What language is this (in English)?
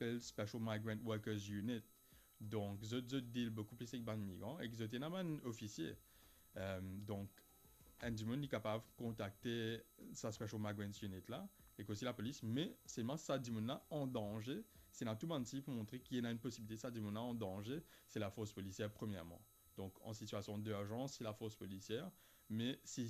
Morisyen